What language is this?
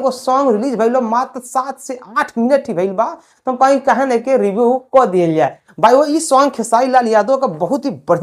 Bhojpuri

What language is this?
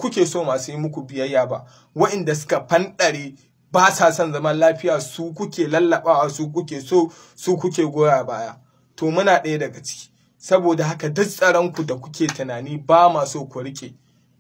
Hausa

